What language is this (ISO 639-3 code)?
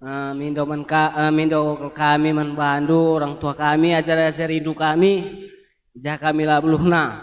btx